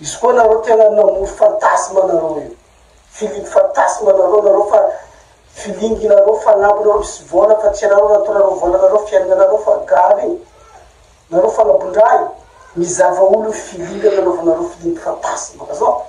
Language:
Malagasy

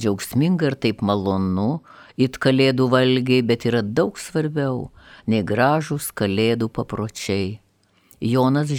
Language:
Lithuanian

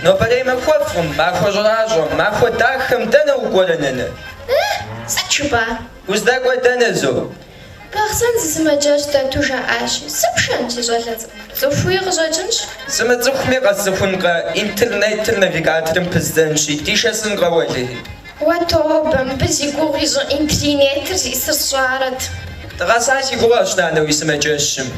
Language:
Kabardian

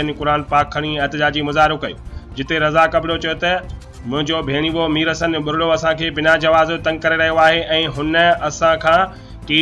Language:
Sindhi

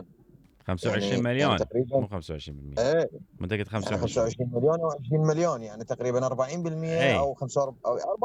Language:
Mesopotamian Arabic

